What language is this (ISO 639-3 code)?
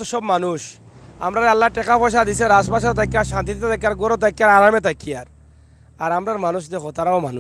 syl